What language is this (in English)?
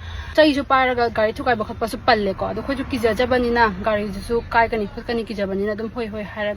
Manipuri